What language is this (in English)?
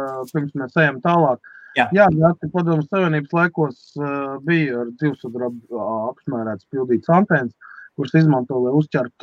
Latvian